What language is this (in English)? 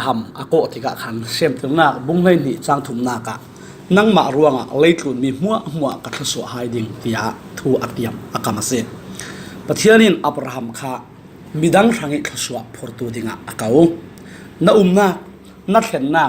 Falam Chin